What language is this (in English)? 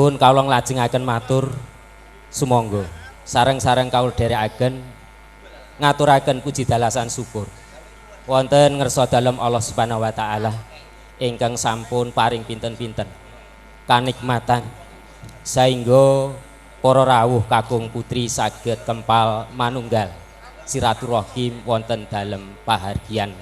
Javanese